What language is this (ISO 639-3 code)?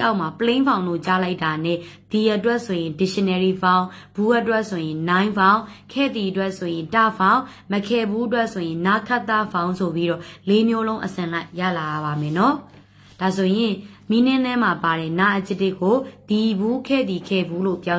mya